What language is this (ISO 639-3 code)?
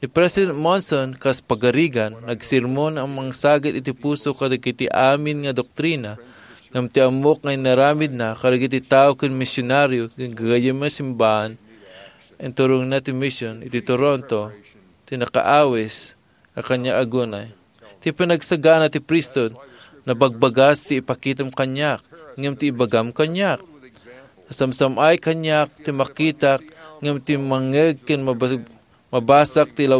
ilo